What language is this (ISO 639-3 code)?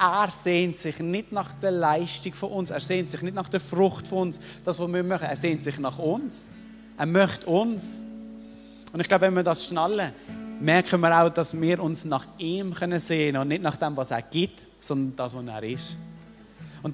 gsw